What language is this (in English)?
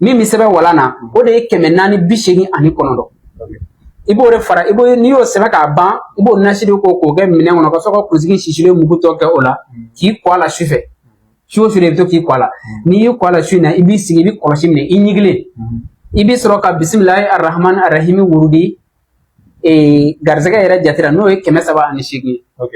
Bambara